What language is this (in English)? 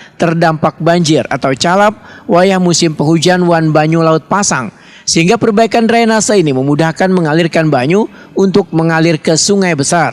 Banjar